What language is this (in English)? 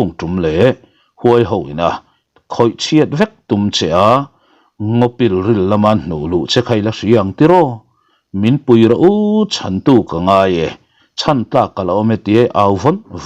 Mizo